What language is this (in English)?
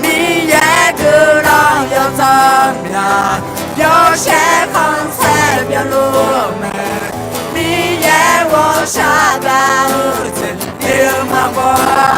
Akha